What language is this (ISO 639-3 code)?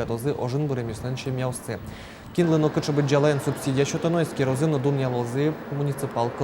udm